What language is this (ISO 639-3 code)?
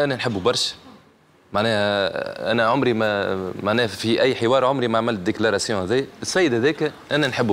aeb